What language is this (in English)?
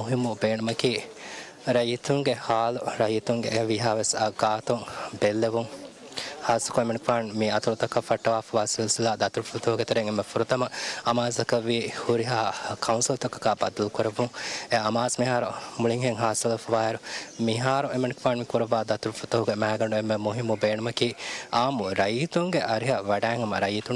Divehi